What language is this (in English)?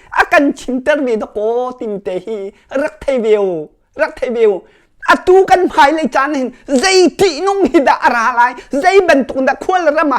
Hakha Chin